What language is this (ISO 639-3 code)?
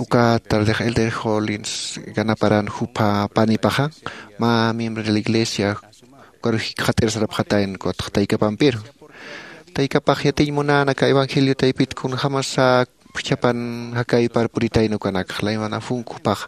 aym